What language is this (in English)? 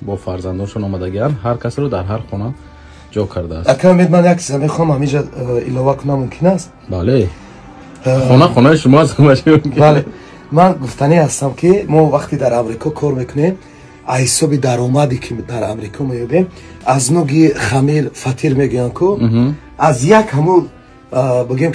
Tajik